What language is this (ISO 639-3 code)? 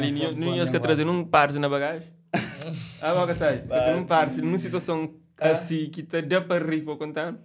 kea